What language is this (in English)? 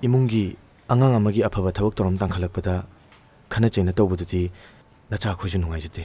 Manipuri